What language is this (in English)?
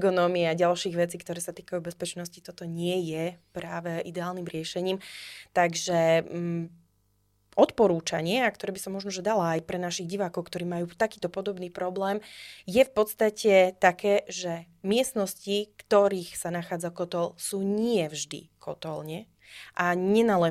Slovak